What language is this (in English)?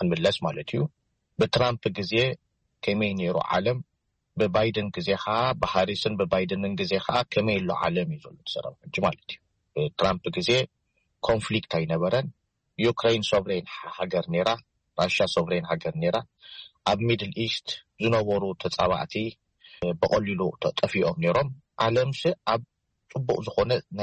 Tigrinya